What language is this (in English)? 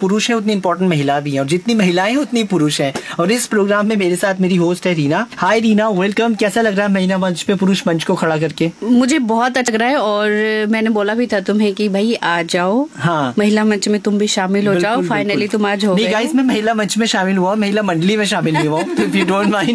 Hindi